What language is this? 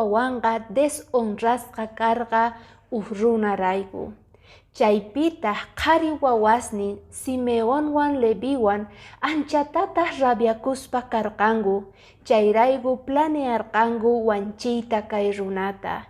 Quechua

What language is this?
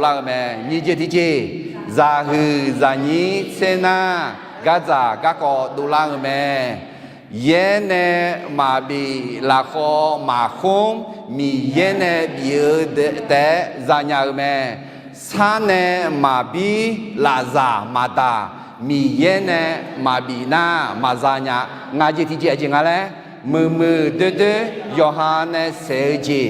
Akha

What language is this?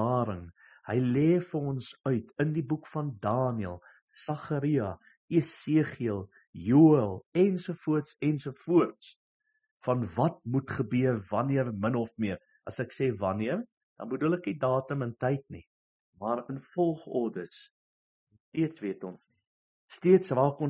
Afrikaans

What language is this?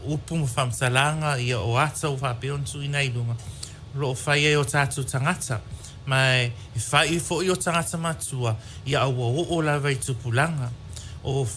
Samoan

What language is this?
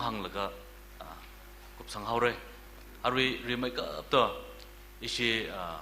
Tangkhul Naga (India)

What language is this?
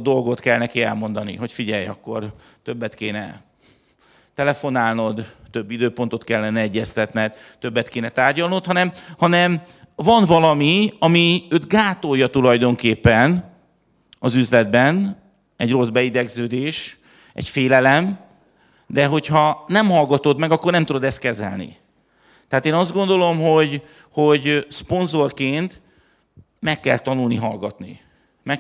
Hungarian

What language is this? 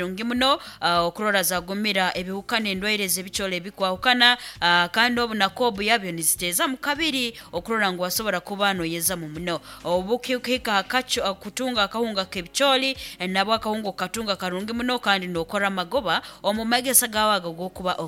Nyoro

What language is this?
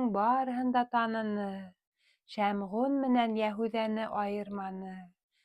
Bashkir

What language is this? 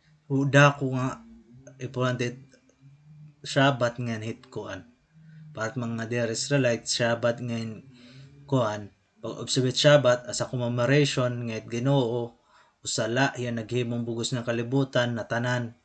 Waray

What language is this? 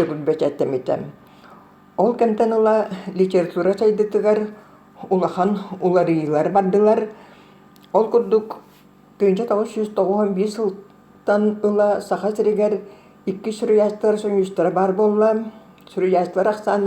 Yakut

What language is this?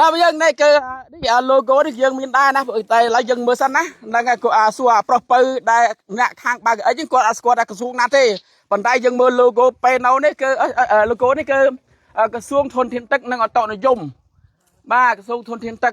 Khmer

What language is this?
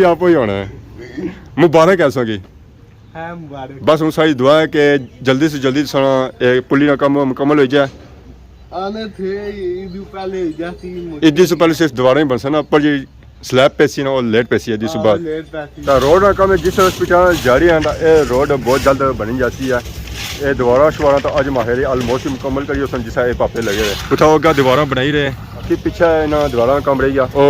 Pahari-Potwari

